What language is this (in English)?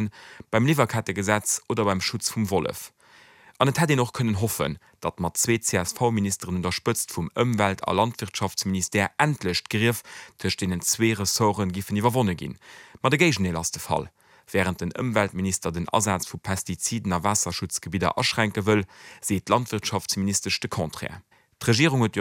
Luxembourgish